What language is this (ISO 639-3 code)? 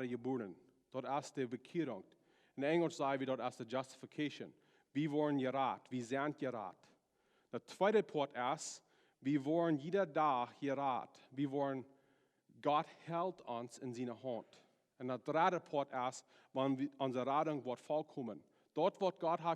pdt